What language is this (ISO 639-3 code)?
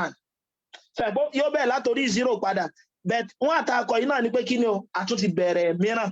yor